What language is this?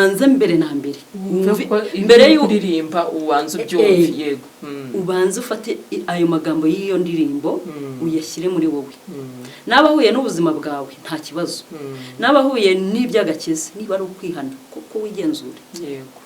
Kinyarwanda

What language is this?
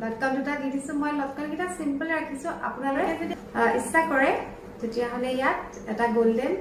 Assamese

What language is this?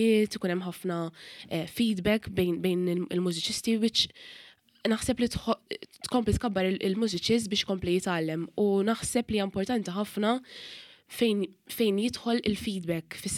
Maltese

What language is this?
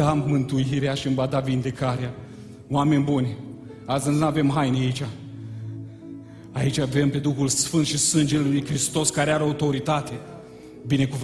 Romanian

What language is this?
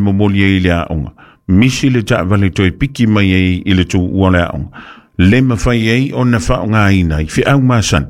Samoan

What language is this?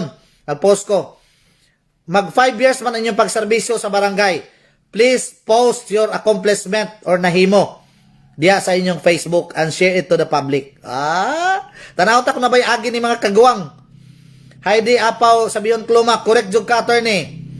Cebuano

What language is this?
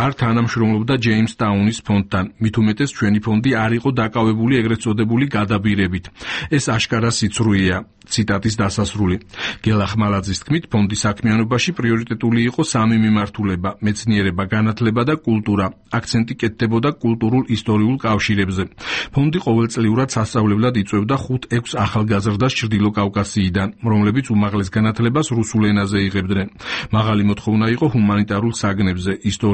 Georgian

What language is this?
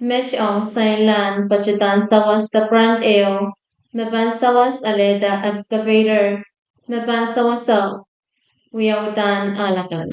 Pohnpeian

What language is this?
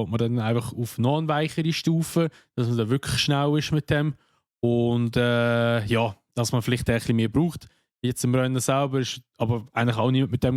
Swiss German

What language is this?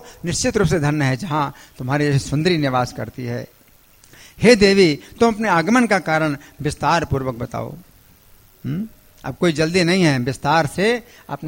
Hindi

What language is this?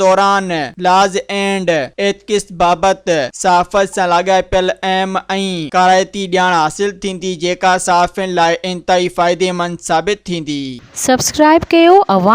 Sindhi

